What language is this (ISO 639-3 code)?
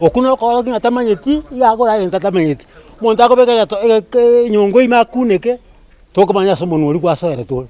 guz